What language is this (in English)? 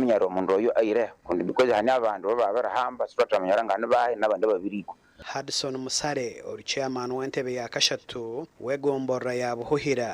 Nyankole